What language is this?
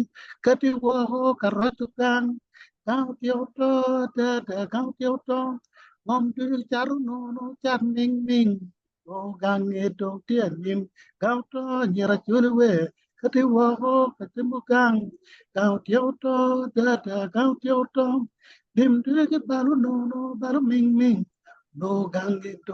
Acoli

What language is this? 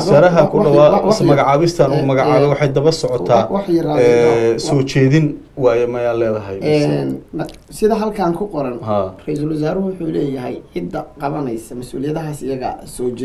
Somali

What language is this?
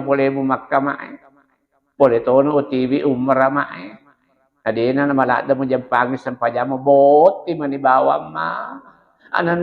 Buginese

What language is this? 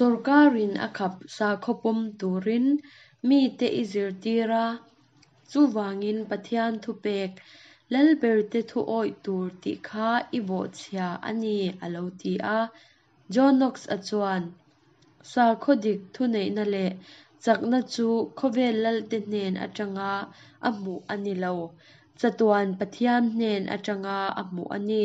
Mizo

